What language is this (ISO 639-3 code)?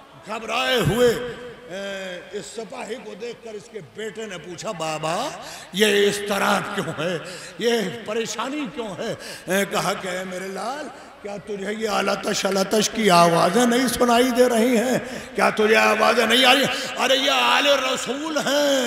urd